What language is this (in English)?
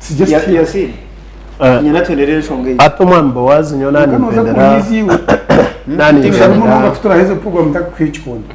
Nyankole